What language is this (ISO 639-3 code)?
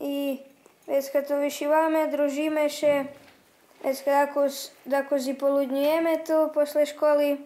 rue